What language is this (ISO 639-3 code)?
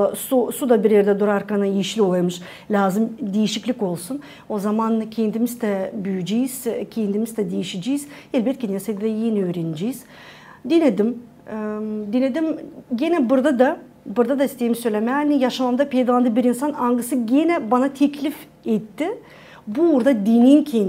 gag